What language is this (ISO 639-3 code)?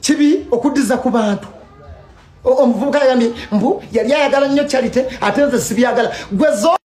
lug